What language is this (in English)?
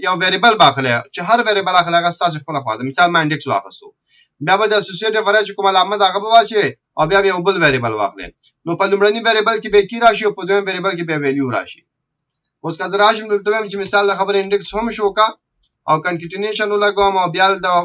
Pashto